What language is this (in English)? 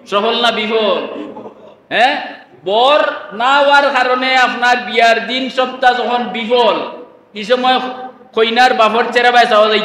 Sylheti